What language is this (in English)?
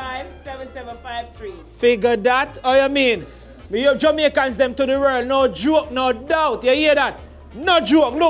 Jamaican Creole English